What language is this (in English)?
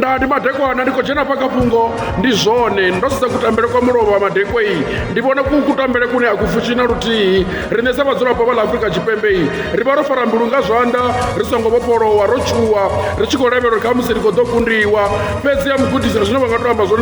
Venda